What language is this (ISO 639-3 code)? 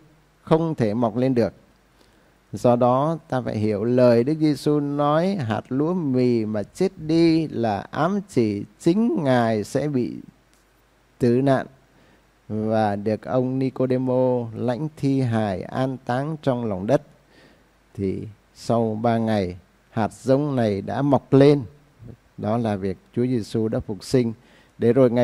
vie